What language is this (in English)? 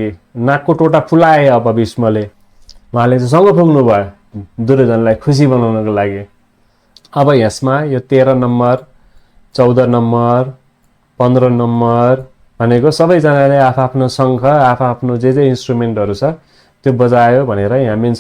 Nepali